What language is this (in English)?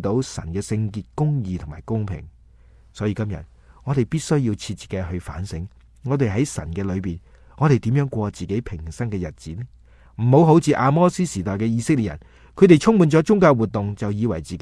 Cantonese